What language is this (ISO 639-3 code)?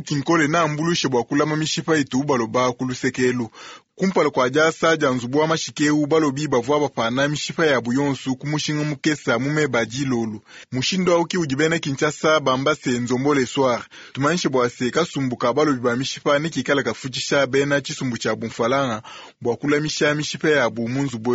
lua